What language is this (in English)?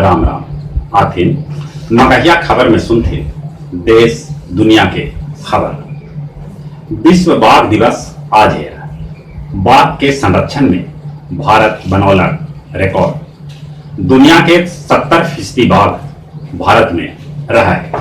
Magahi